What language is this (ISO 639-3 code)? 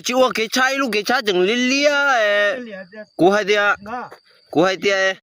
hmn